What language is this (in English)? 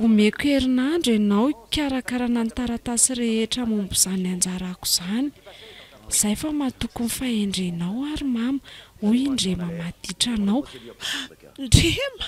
Malagasy